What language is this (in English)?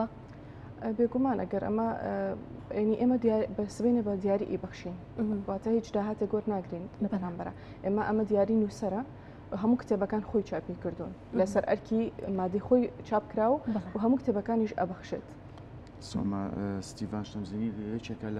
Central Kurdish